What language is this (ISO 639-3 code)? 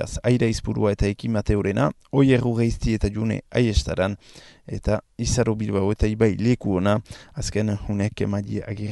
eus